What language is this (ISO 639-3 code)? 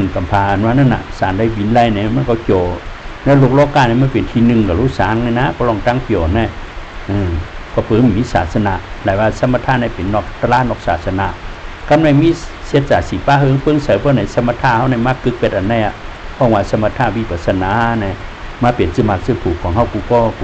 shn